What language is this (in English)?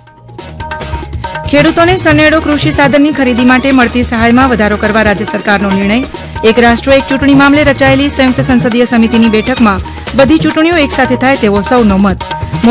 Gujarati